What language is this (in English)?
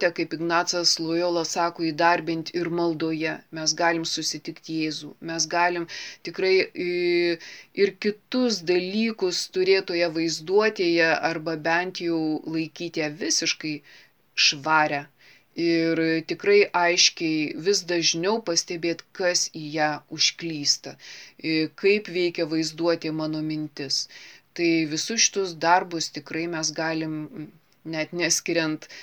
Lithuanian